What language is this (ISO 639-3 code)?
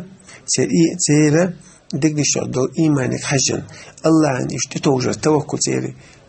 che